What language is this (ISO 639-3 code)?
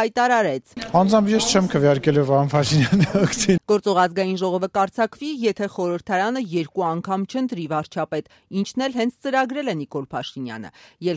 hye